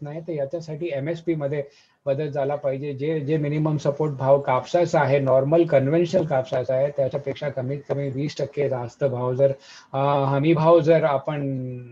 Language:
Marathi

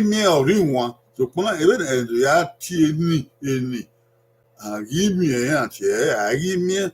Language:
Bini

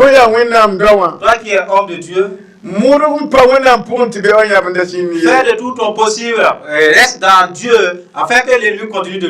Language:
Mossi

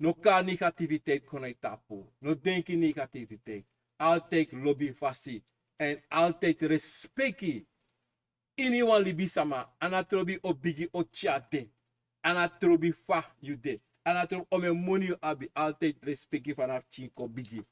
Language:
Sranan Tongo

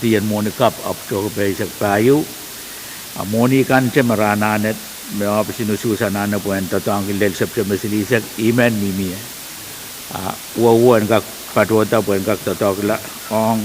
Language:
Pohnpeian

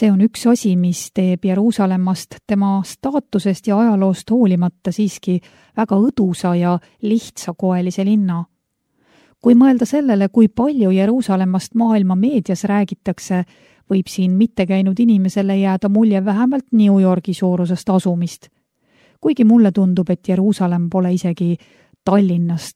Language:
Estonian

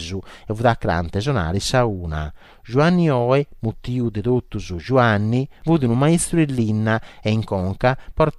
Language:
Sardinian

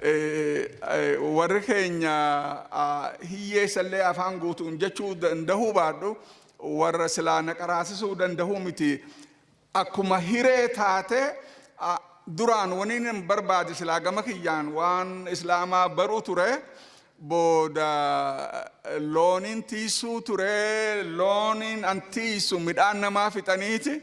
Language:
Oromo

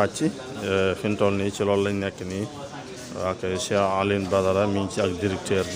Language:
Wolof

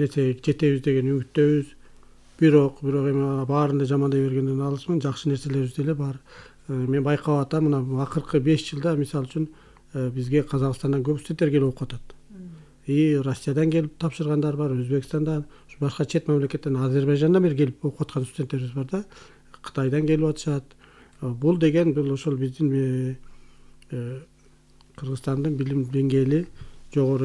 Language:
Kyrgyz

